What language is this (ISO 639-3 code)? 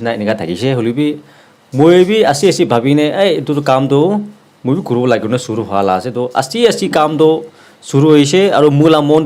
nag